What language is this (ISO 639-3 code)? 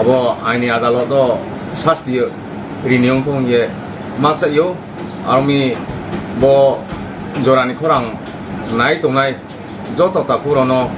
ria